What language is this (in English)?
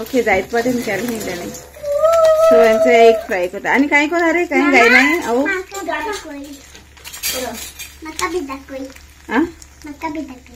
Konkani